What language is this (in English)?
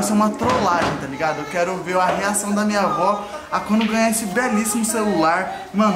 Portuguese